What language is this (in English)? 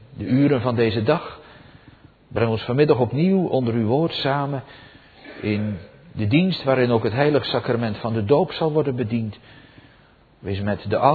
Dutch